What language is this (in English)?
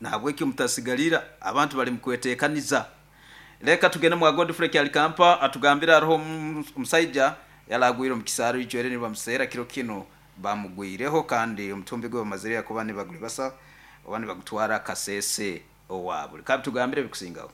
Nyoro